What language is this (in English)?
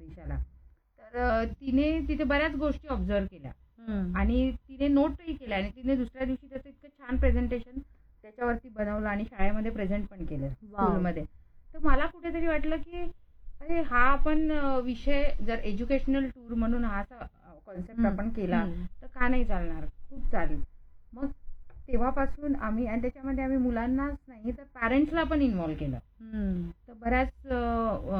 Marathi